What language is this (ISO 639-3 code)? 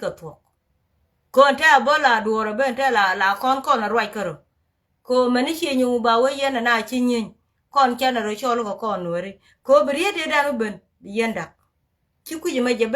nus